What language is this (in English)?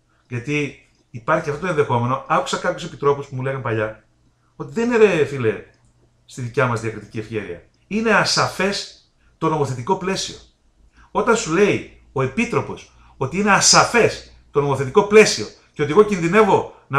Greek